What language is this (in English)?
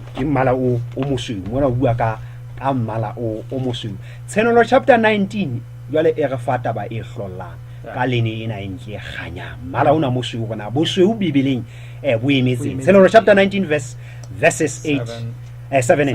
Southern Sotho